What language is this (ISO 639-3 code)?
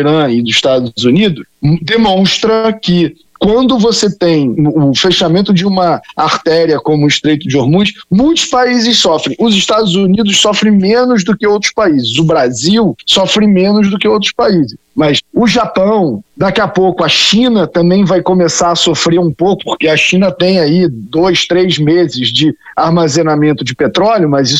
por